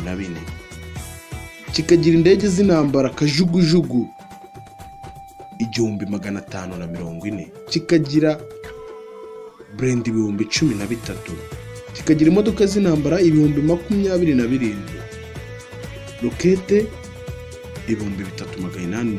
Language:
Kinyarwanda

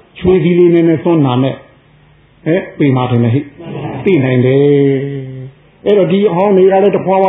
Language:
Burmese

